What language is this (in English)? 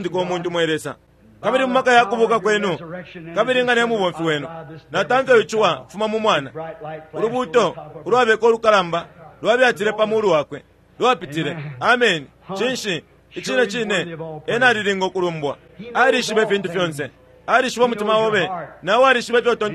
Bemba